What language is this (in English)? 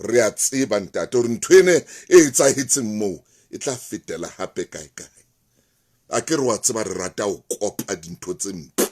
Southern Sotho